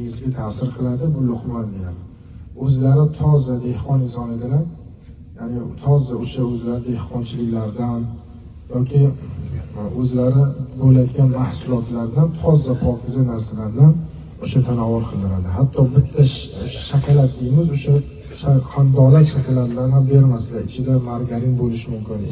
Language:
Uzbek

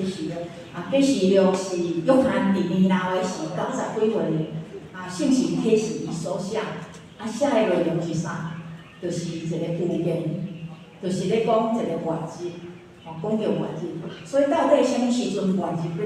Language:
Min Nan Chinese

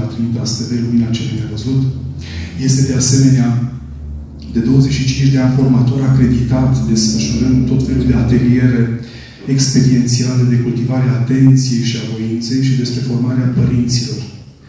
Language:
Romanian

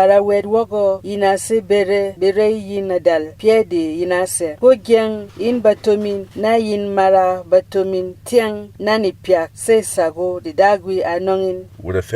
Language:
Berom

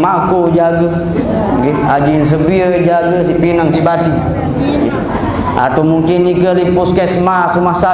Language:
Sasak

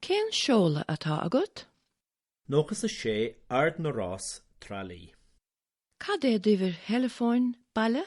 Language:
Irish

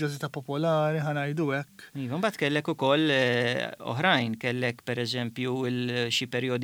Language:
Maltese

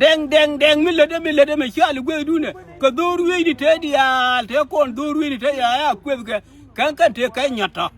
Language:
Nuer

